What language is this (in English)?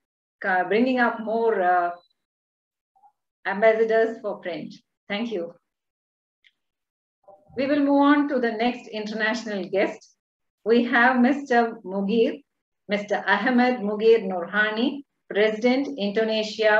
English